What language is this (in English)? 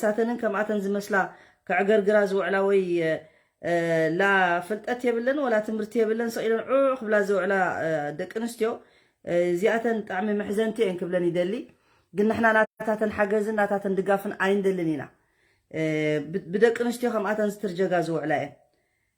Tigrinya